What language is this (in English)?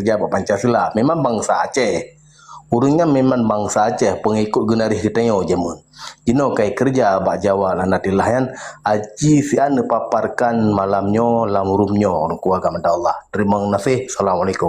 Achinese